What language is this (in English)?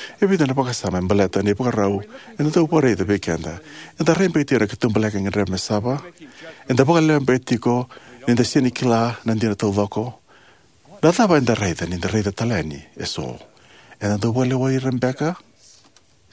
Fijian